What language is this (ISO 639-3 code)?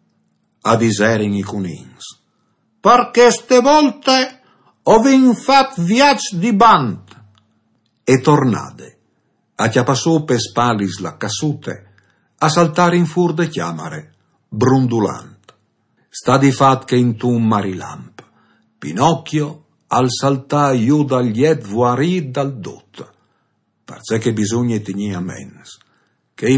fur